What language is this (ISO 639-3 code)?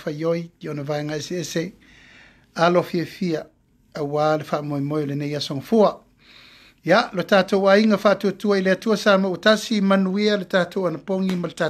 smo